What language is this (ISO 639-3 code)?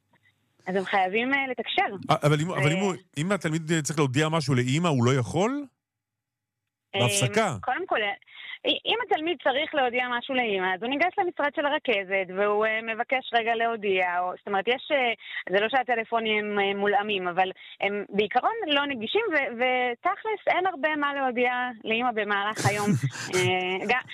heb